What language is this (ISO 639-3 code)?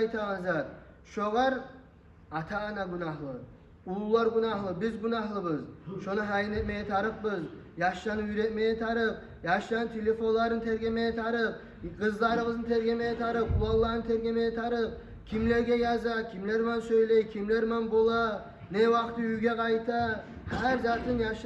kum